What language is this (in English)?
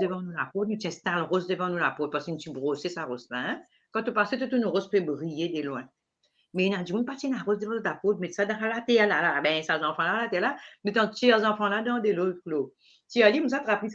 Morisyen